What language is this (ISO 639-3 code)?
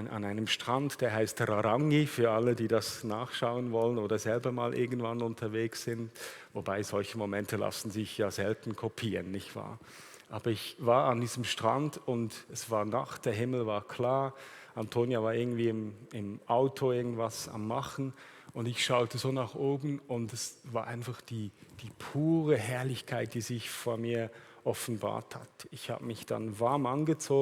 gsw